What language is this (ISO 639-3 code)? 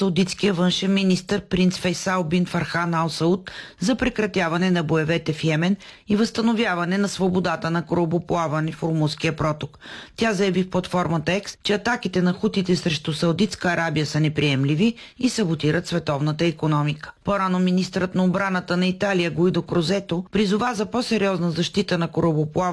bul